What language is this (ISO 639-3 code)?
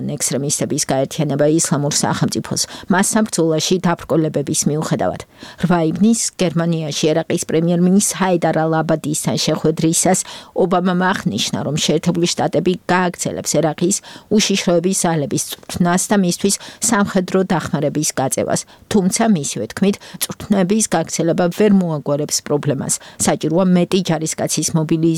kat